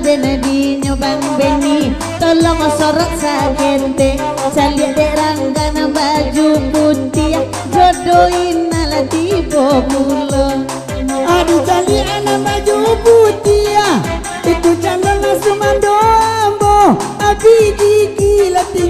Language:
Minangkabau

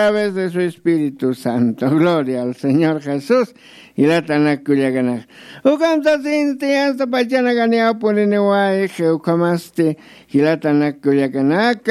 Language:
Aymara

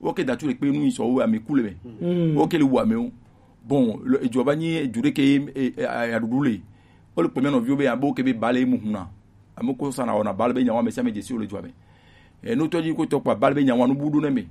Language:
Gen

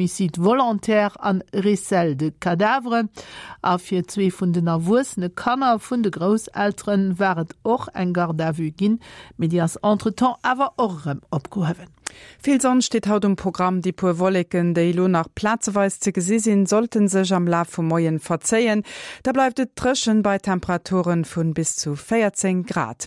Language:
Luxembourgish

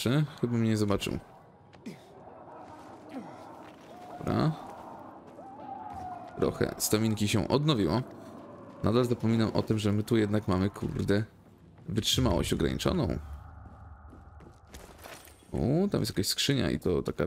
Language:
Polish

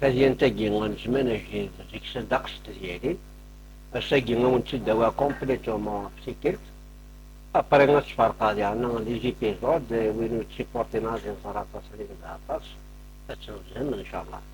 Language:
Kabyle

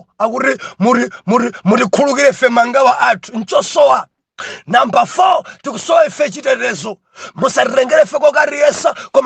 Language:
Nyanja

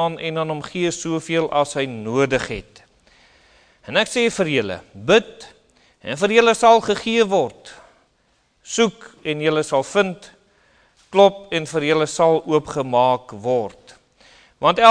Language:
Afrikaans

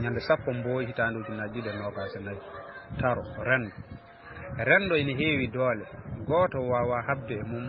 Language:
Fula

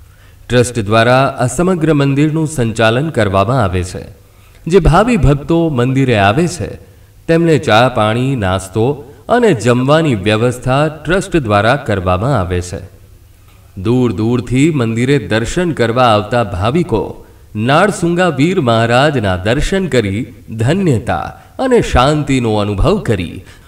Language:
Gujarati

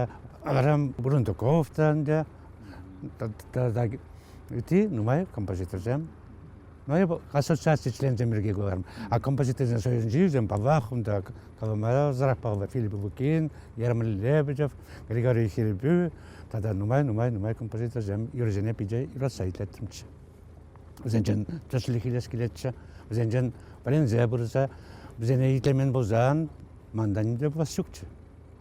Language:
Chuvash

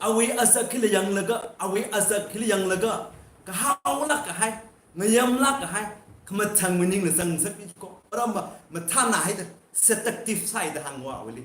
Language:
Tangkhul Naga (India)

